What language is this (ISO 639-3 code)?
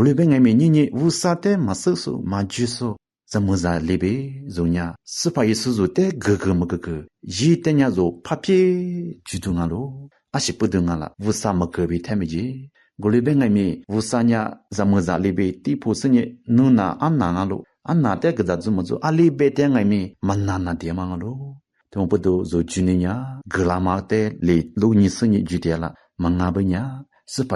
lis